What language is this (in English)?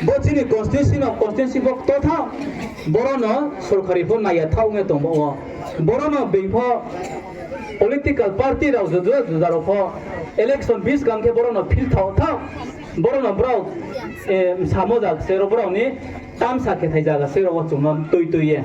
Riang (India)